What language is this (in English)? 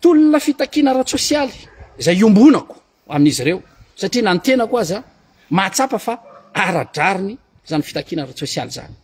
Malagasy